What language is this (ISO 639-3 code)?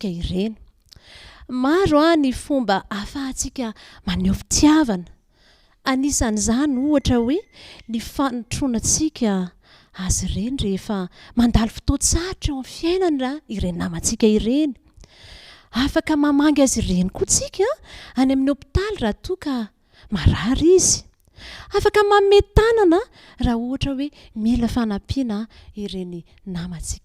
mlg